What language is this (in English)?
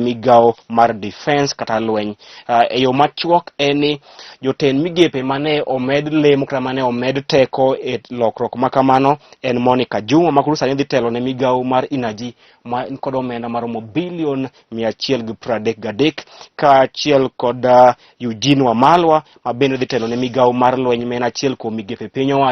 Luo (Kenya and Tanzania)